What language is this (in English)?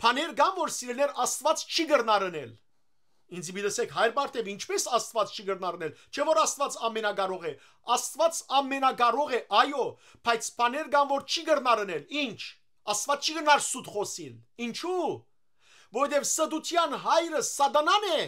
Western Armenian